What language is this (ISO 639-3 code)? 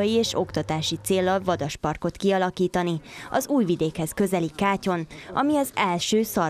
hun